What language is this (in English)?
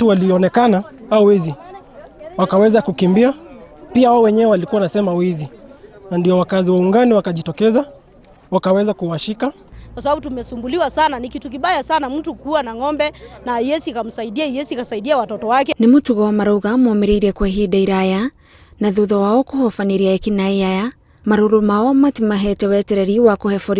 Kikuyu